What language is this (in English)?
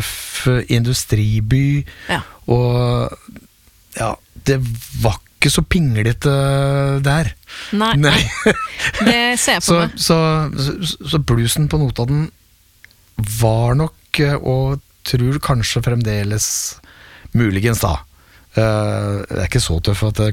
Norwegian